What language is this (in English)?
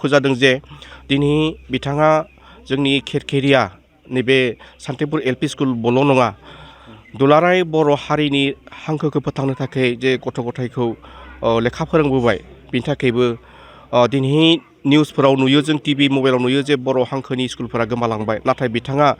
Bodo